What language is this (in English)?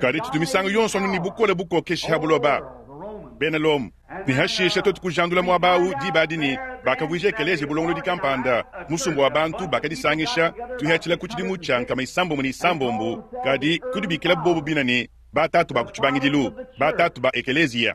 Luba-Lulua